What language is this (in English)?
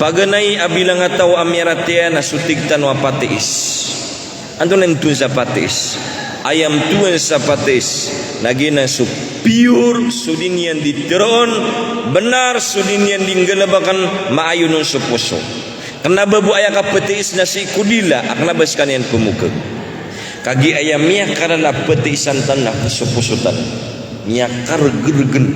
Maranao